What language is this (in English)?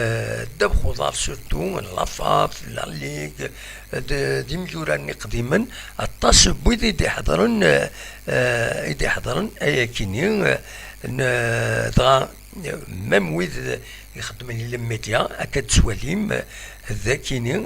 Kabyle